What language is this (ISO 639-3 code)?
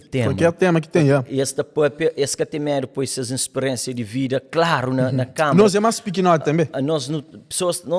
kea